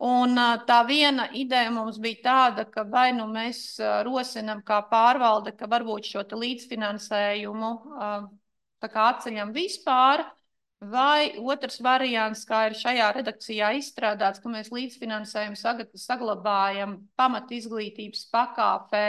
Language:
Latvian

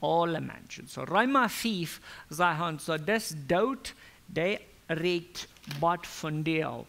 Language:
Plautdietsch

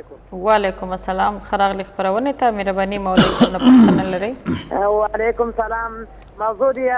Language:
Pashto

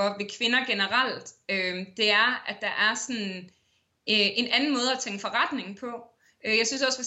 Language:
Danish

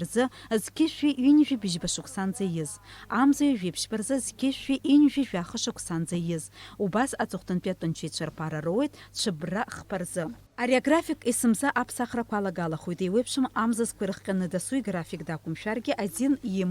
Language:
Abkhazian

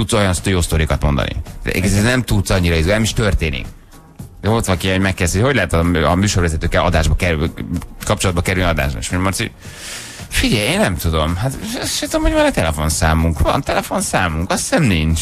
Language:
Hungarian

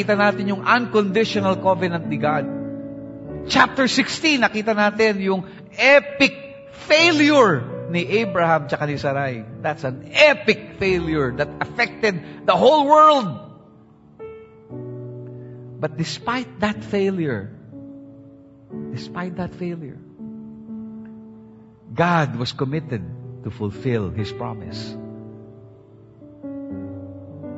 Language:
Filipino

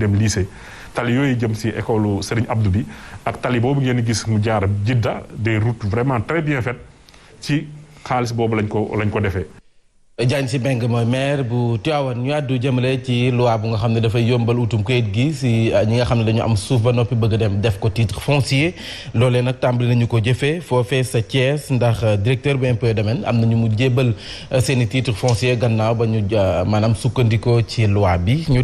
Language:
Wolof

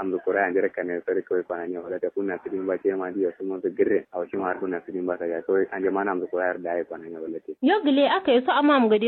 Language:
Kanuri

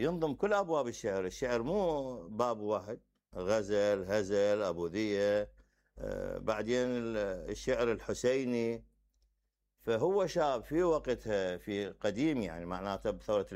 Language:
Mesopotamian Arabic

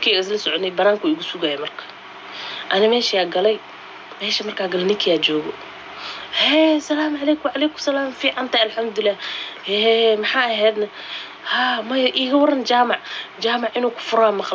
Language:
Somali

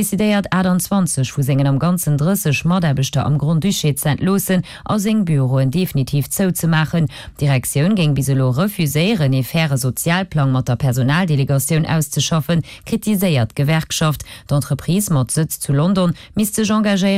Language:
Luxembourgish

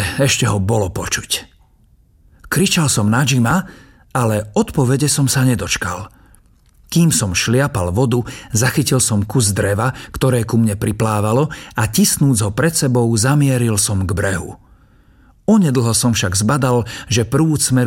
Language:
Slovak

